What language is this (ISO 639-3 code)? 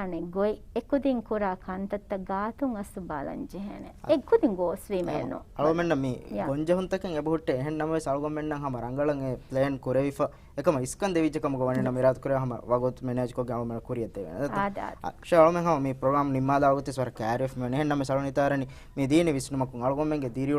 div